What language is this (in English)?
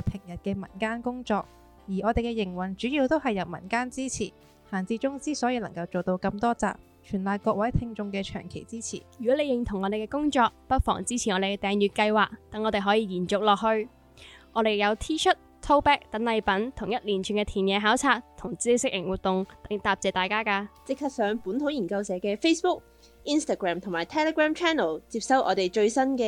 Cantonese